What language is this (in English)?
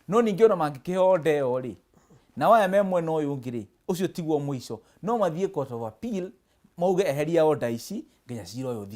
Kikuyu